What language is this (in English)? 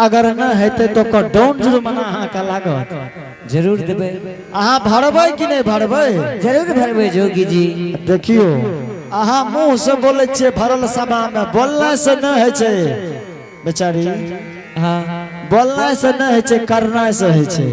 Angika